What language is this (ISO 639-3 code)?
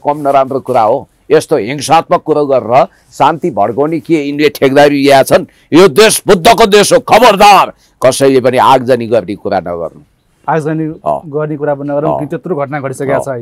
nep